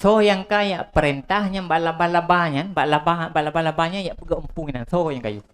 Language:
Achinese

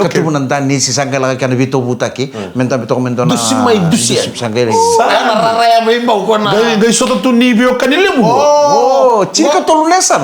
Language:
Fijian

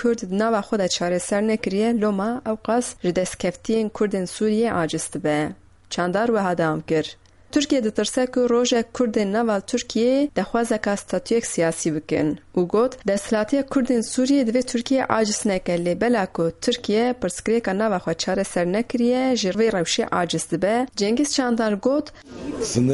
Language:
Kurdish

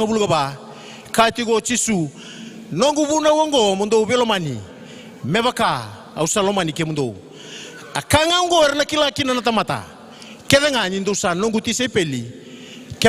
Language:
Fijian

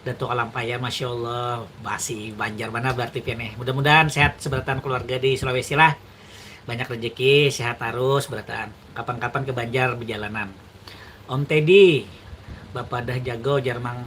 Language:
Banjar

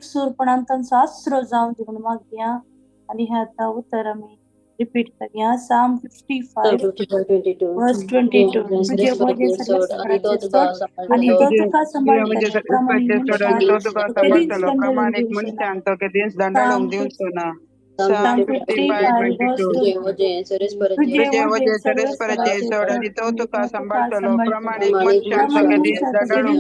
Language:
Konkani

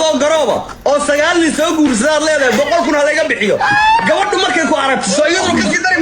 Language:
Somali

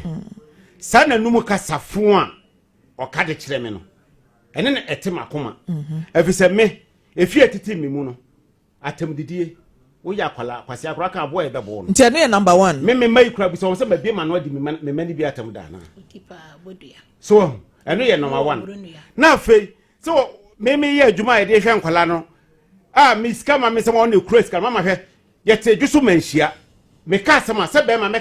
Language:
Akan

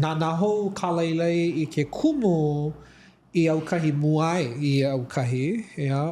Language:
Hawaiian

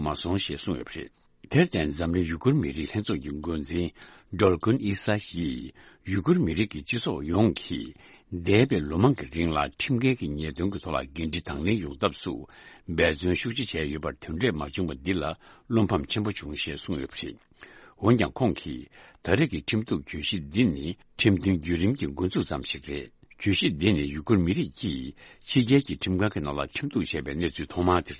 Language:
Tibetan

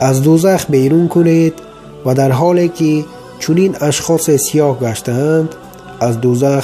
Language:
Tajik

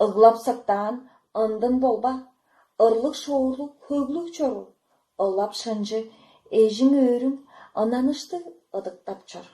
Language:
Tuvinian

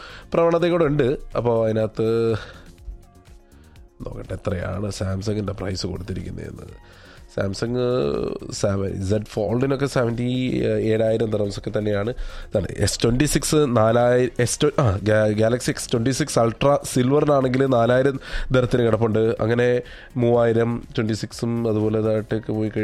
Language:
Malayalam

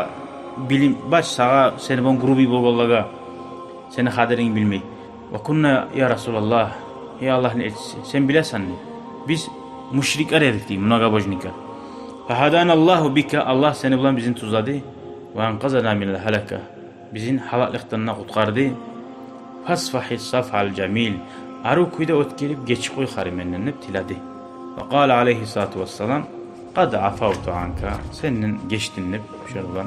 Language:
Kumyk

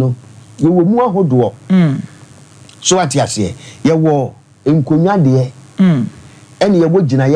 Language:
Akan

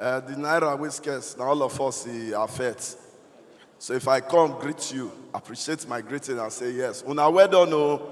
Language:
Nigerian Pidgin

